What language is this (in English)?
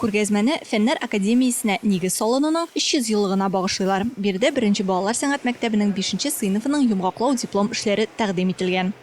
Tatar